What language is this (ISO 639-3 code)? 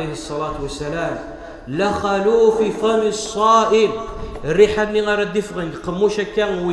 kab